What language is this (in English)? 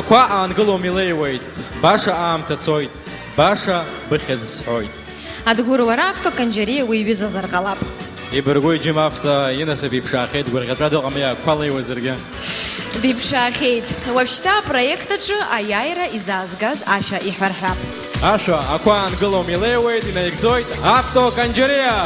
Abkhazian